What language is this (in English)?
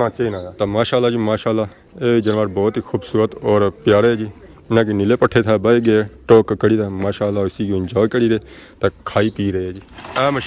Pahari-Potwari